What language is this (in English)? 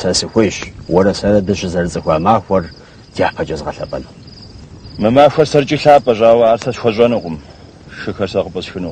Kabardian